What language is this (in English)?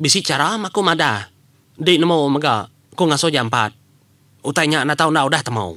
Iban